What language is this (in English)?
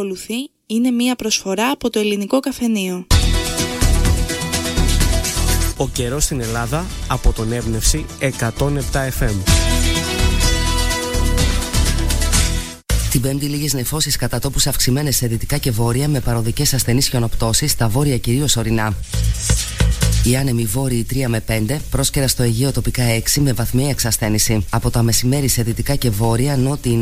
Greek